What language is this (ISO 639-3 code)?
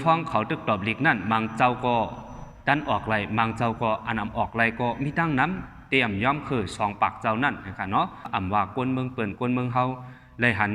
shn